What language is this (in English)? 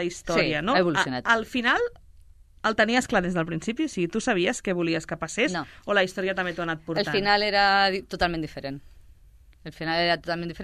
Catalan